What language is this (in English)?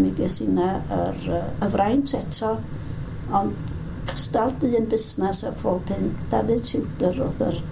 Welsh